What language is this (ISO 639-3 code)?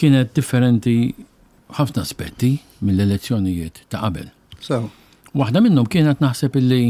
mlt